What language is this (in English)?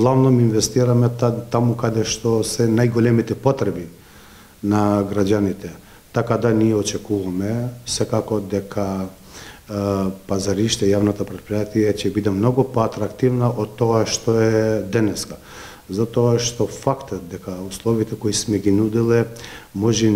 Macedonian